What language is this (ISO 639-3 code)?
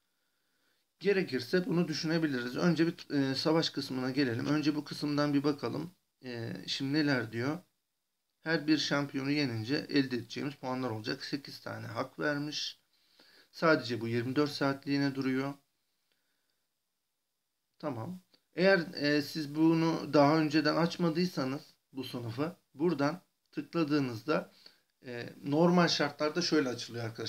tur